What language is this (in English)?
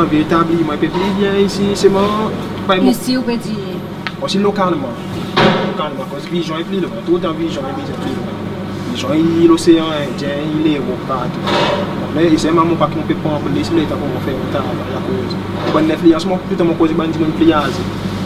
Seselwa Creole French